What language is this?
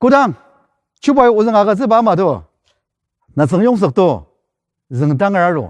Ao Naga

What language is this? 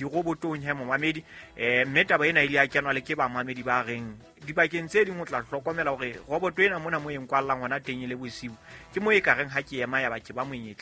Southern Sotho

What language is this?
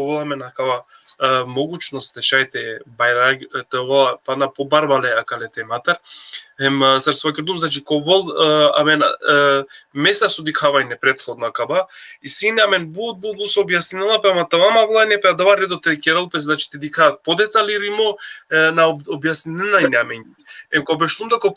Balkan Romani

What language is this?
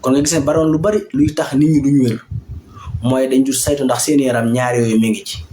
Wolof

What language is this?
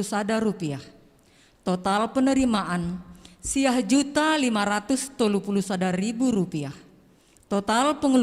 Batak Simalungun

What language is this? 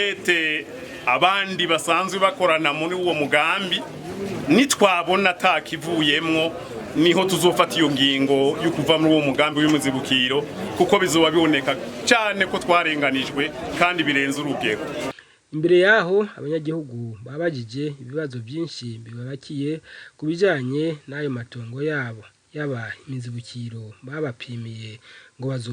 Rundi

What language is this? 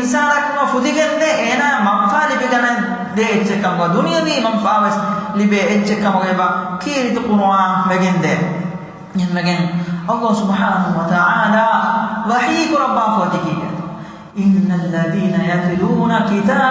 Divehi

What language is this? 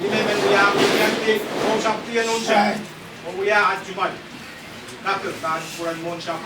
Pohnpeian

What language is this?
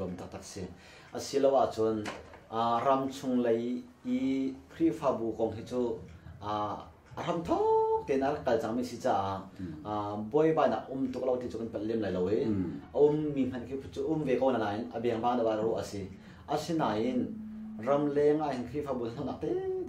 Hakha Chin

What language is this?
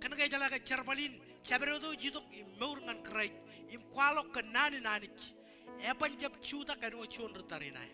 Marshallese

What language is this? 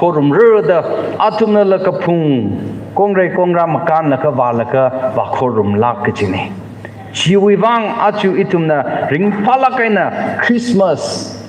Tangkhul Naga (India)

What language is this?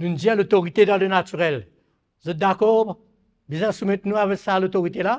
Morisyen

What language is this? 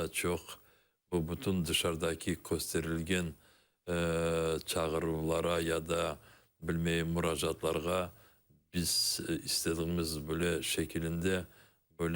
Crimean Tatar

